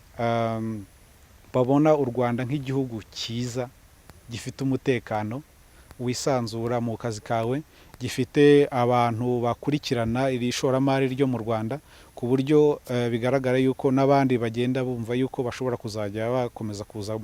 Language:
Kinyarwanda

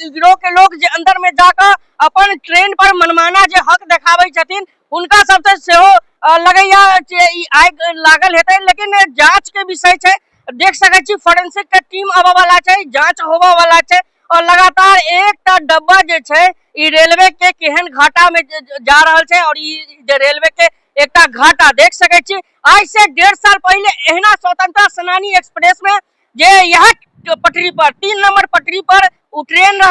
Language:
Maithili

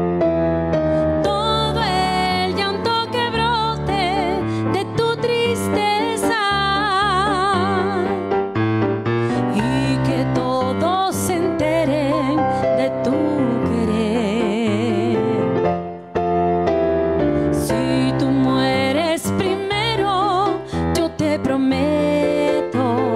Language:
Spanish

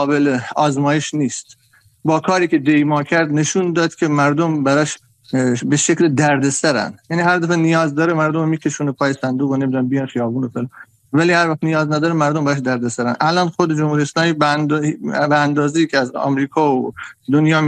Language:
Persian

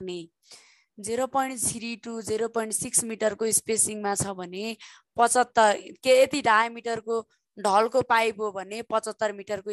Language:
Nepali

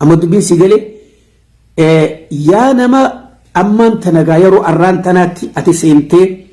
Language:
Oromo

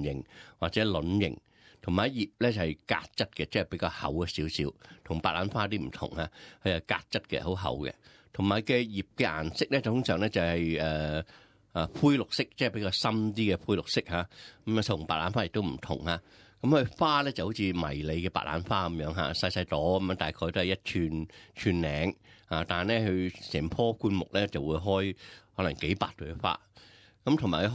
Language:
Cantonese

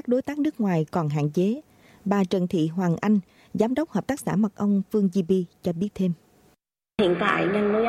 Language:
Vietnamese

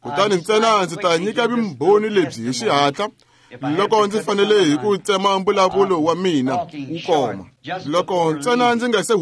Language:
Tsonga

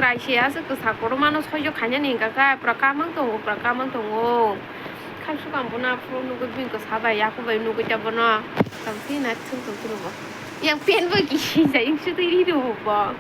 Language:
Kok Borok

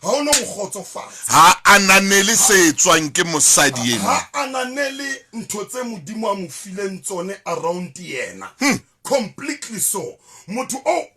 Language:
Southern Sotho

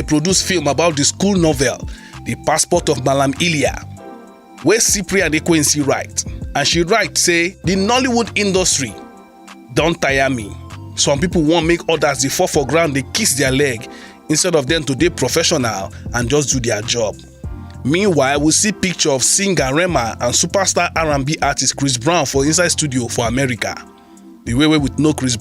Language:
Nigerian Pidgin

